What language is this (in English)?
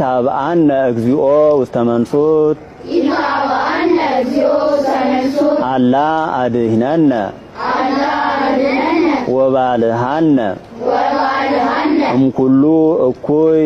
Amharic